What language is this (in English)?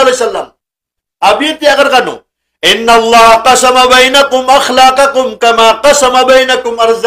Maranao